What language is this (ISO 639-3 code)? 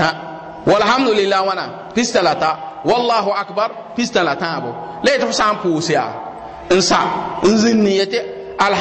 mos